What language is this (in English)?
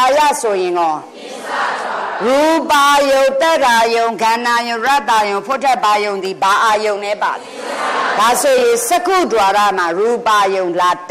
Burmese